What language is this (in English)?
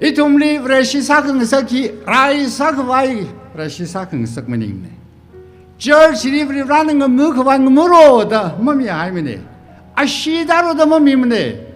Tangkhul Naga (India)